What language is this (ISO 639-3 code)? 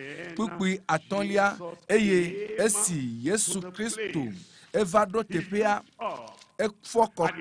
ewe